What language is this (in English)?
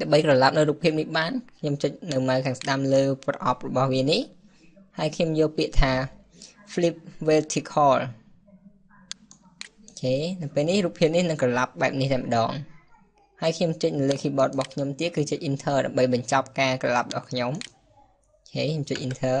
Khmer